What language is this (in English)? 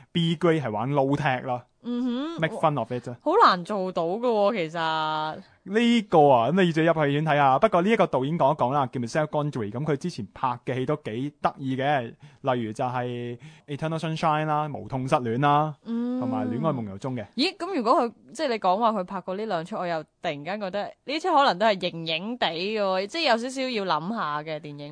Cantonese